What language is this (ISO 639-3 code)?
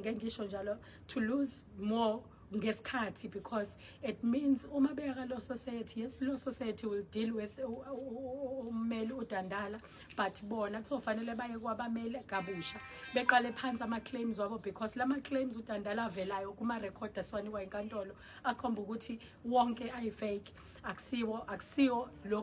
zul